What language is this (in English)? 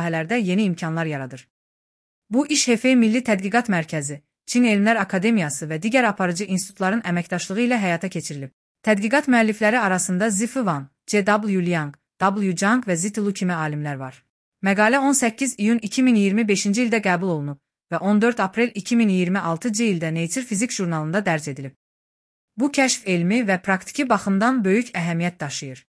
Azerbaijani